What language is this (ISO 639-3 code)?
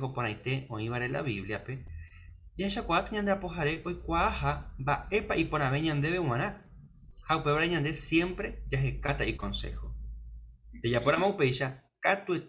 grn